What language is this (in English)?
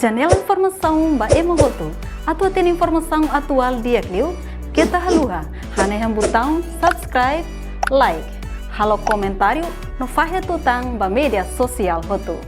Tetum